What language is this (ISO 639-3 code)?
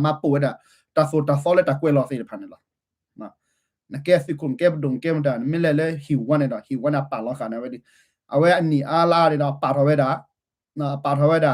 ksw